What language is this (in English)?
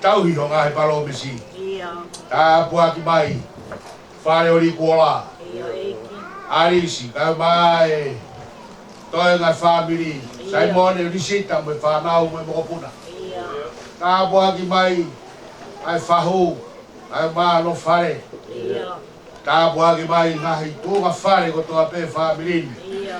Tongan